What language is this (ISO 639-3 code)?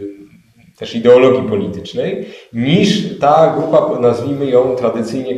pol